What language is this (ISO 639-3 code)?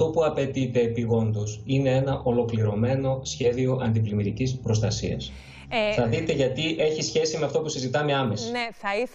ell